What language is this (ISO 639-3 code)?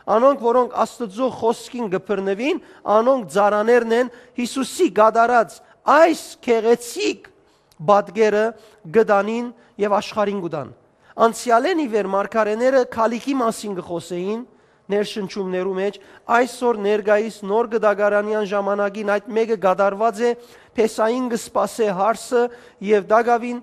hyw